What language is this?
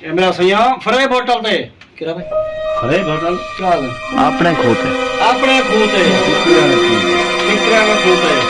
Saraiki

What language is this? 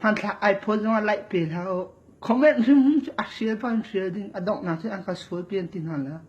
Hakha Chin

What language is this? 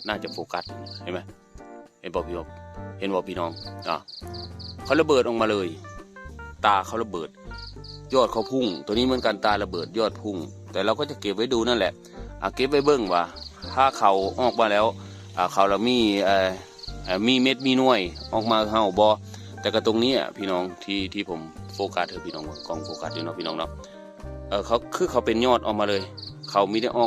Northeastern Thai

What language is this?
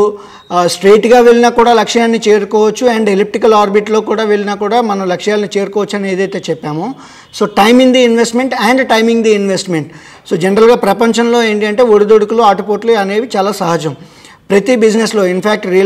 Telugu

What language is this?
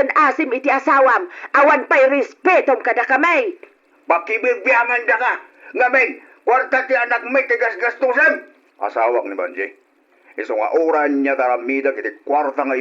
Iloko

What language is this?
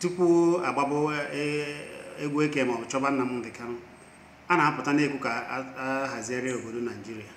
Igbo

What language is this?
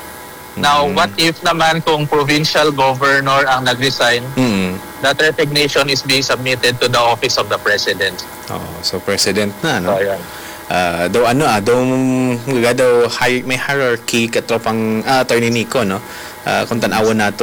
Hiligaynon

